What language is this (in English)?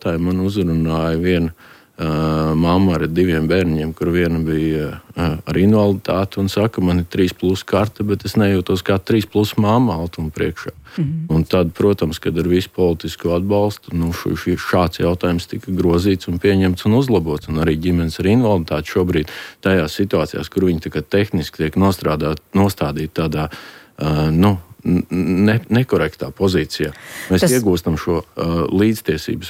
Latvian